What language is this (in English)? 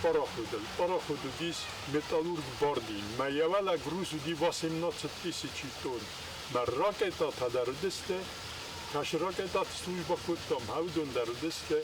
Ossetic